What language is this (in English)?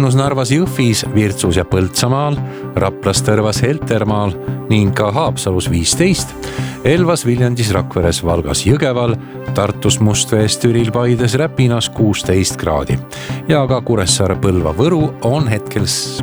Estonian